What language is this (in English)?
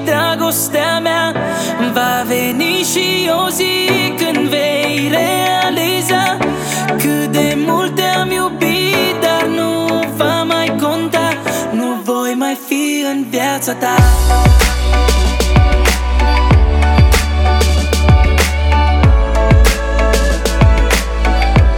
Romanian